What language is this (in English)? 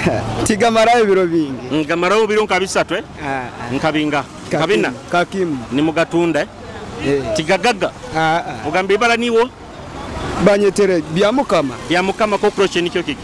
Nyoro